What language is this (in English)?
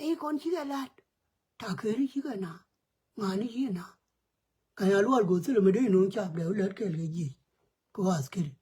Nuer